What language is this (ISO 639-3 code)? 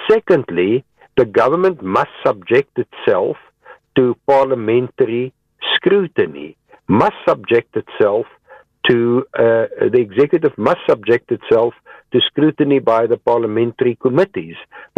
eng